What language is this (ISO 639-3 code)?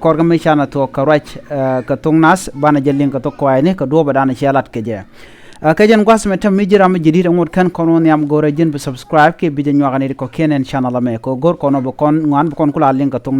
nus